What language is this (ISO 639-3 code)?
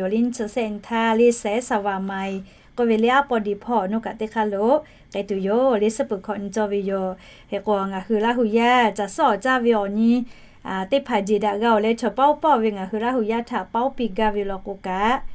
lhu